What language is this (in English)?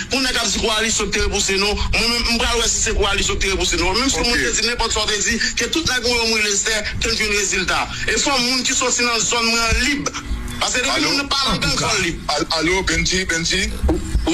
Haitian Creole